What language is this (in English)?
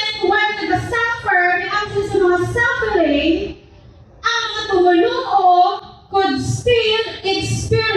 Hiligaynon